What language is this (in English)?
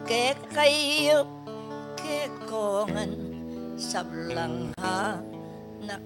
Pampanga